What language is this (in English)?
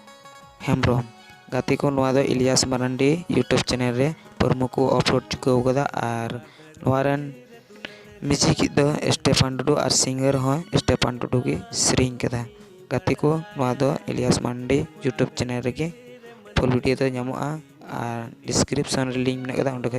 Santali